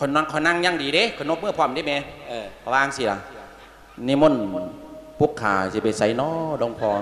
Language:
Lao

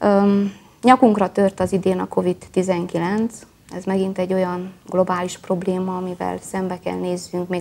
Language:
Hungarian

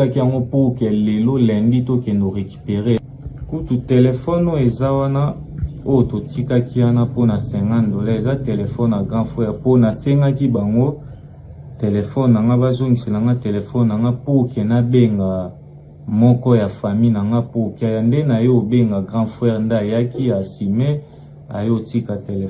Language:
Lingala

